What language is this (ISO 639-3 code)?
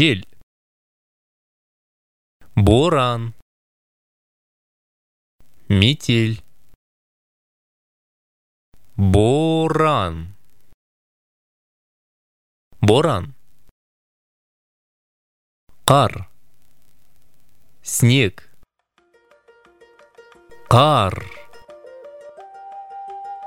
kaz